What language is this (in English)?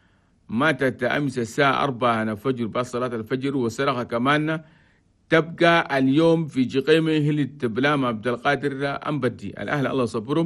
Chadian Arabic